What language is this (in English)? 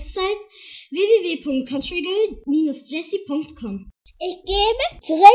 German